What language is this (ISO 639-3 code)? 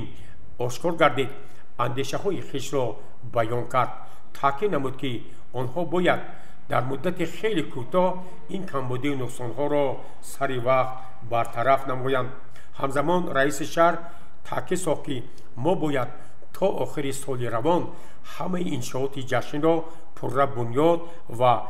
tgk